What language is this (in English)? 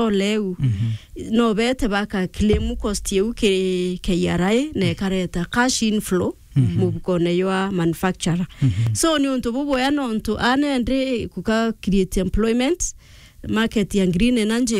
Meru